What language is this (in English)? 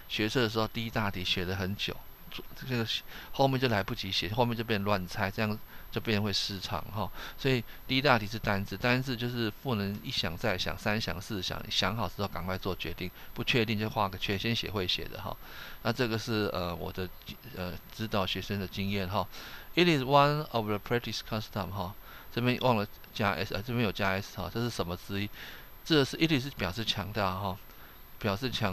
Chinese